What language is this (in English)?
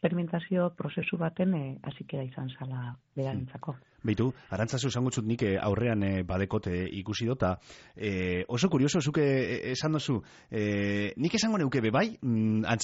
Basque